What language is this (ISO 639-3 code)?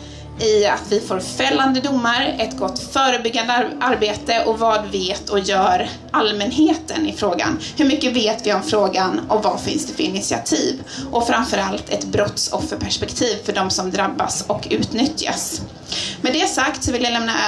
swe